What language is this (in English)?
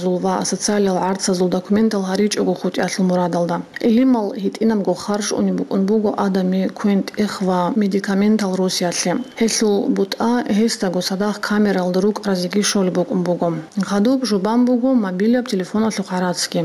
Avaric